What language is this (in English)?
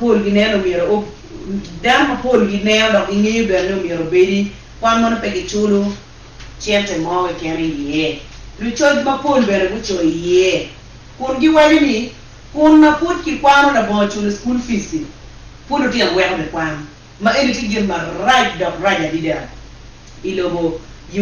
Acoli